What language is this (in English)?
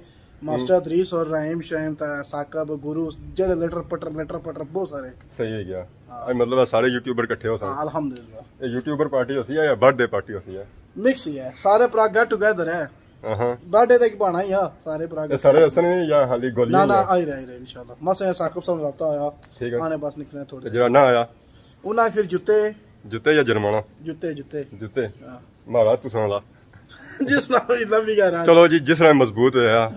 Pahari-Potwari